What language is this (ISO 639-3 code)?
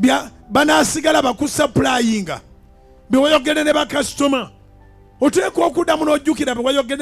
lug